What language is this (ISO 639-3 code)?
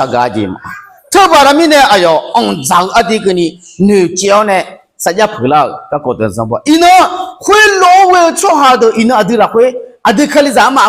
ahk